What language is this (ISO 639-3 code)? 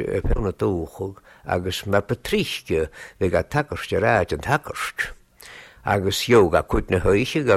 lav